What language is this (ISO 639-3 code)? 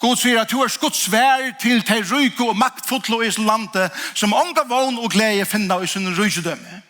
fao